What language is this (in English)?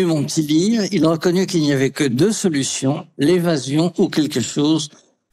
French